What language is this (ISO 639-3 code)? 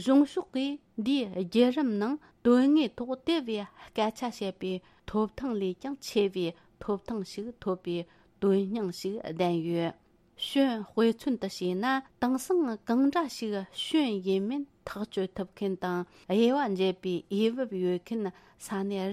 bod